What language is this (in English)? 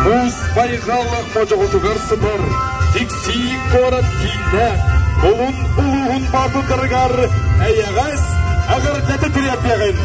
Yakut